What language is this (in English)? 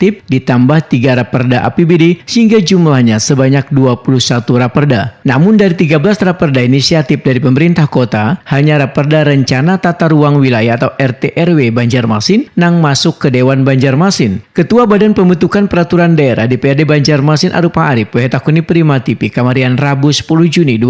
Banjar